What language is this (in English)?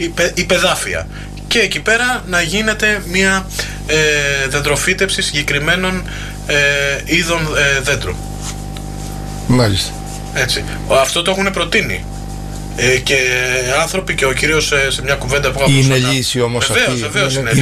Greek